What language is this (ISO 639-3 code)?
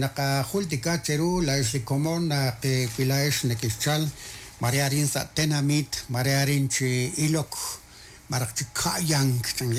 kek